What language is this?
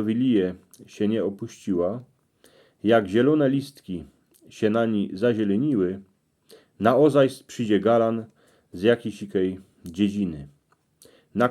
Silesian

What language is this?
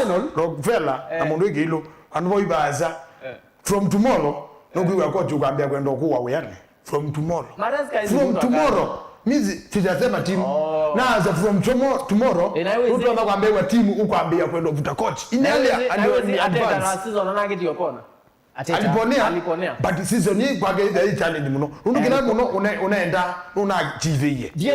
Kamba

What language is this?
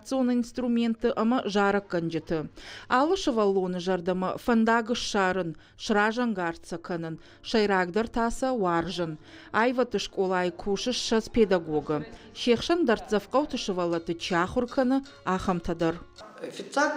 Ossetic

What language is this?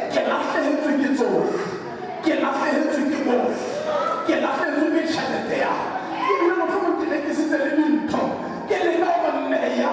Southern Sotho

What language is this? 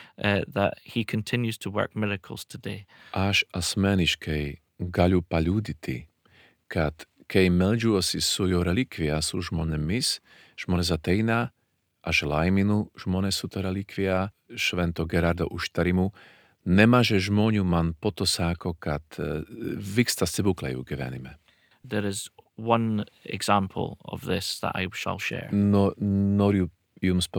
Lithuanian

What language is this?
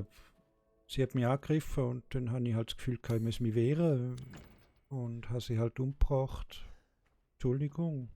Swiss German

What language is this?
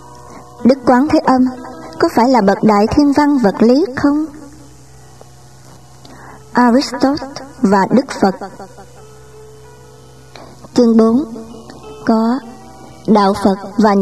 Vietnamese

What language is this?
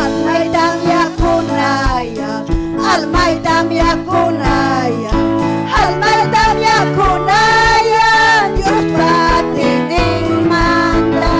Ayacucho Quechua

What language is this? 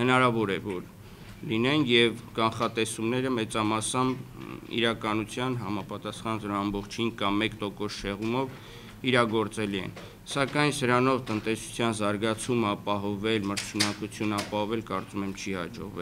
Armenian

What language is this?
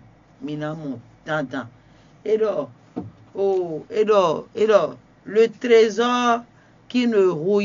Fon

